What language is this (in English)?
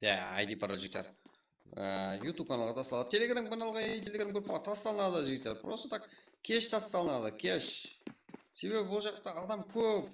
Kara-Kalpak